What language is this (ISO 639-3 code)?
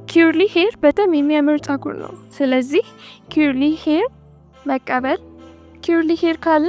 amh